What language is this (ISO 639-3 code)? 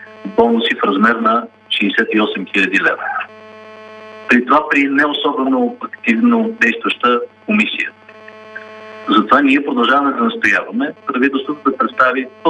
bul